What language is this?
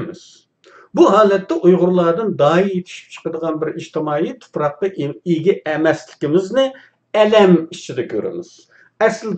Uyghur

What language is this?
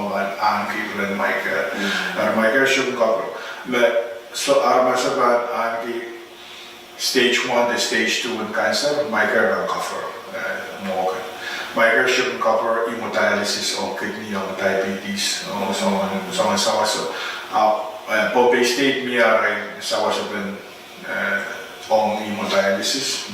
Pohnpeian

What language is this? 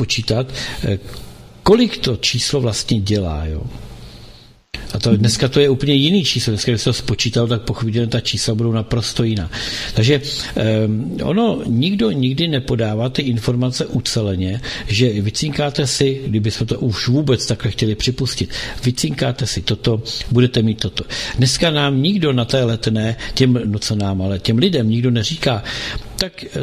Czech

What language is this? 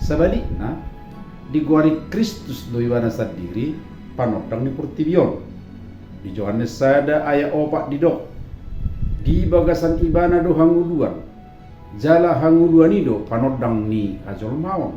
Batak Toba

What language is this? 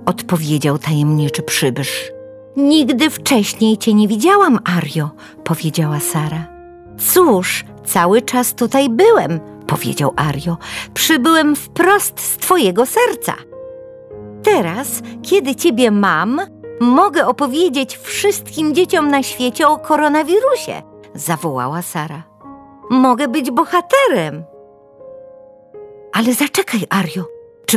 Polish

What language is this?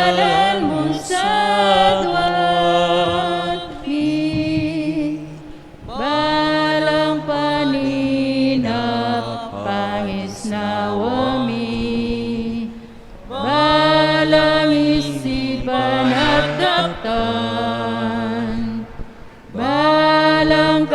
Pampanga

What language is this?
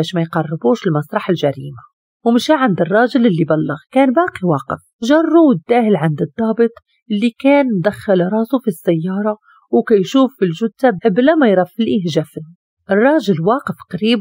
Moroccan Arabic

